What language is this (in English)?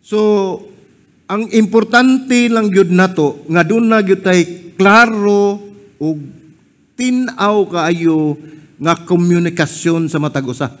Cebuano